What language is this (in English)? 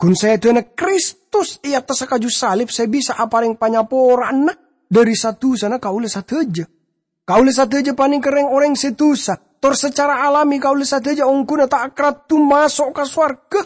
Madurese